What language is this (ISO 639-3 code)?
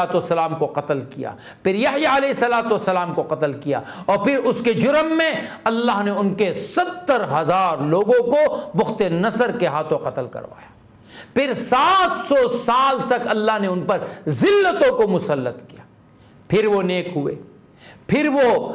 urd